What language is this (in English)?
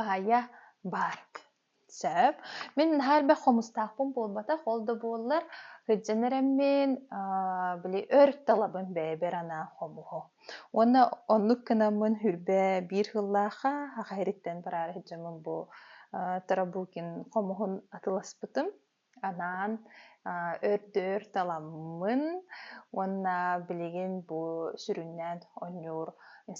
Yakut